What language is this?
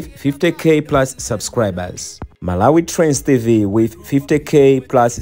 Nyanja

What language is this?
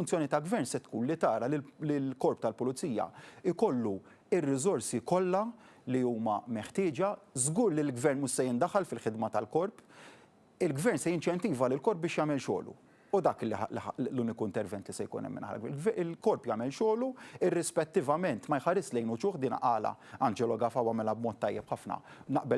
Maltese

